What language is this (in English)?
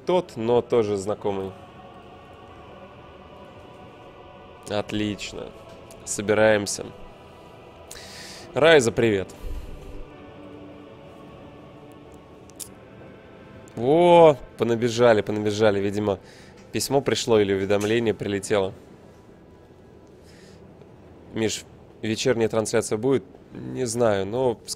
Russian